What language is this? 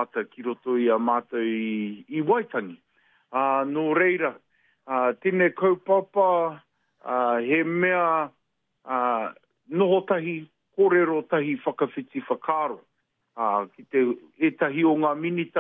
Māori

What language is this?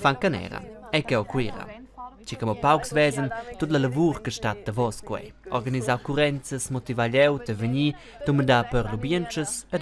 Romansh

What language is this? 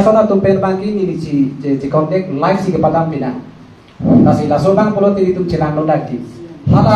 Karbi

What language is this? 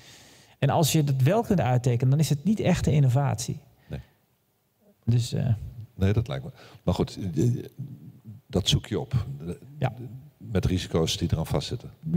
Dutch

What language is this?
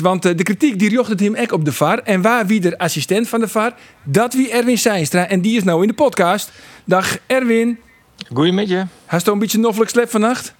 Western Frisian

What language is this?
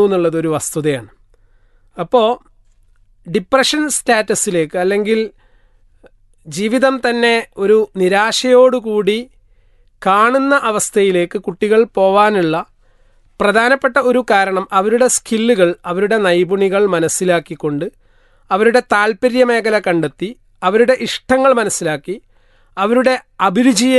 Malayalam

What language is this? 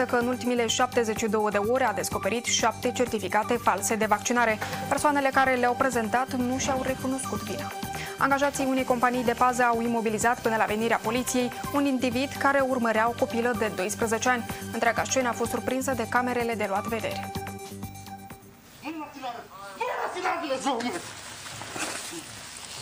Romanian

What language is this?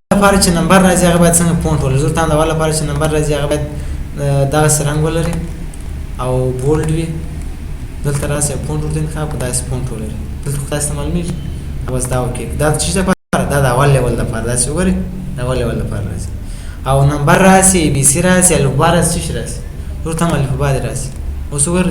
Pashto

